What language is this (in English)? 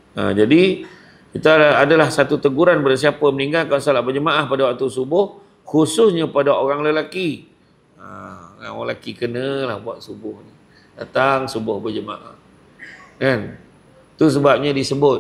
Malay